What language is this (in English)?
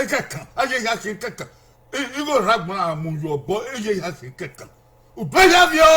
Bini